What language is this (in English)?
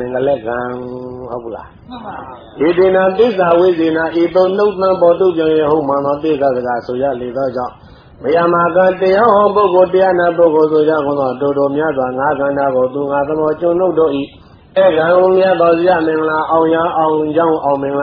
Burmese